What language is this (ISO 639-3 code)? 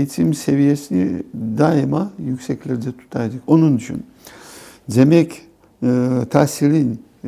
crh